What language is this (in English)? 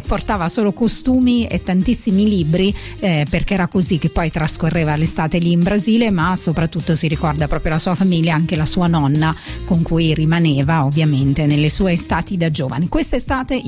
Italian